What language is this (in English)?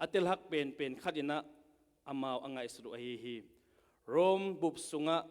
Tedim Chin